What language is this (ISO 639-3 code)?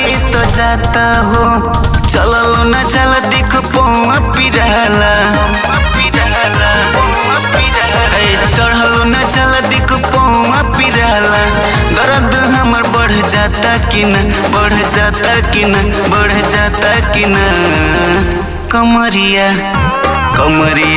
bho